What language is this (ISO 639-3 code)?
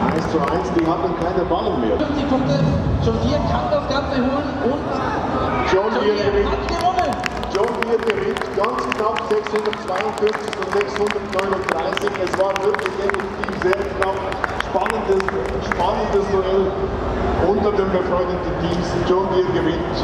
gsw